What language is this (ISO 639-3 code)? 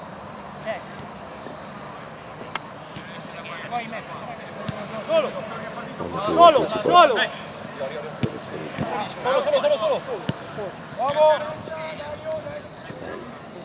ita